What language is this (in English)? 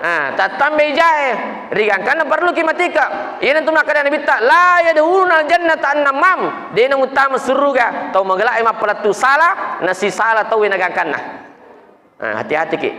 Buginese